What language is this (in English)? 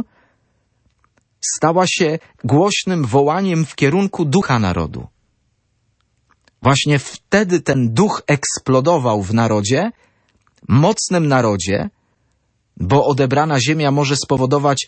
Polish